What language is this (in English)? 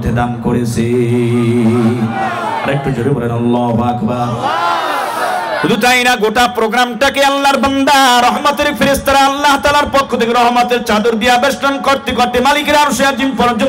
Bangla